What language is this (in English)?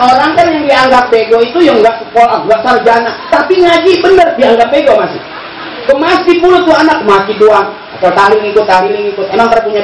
Betawi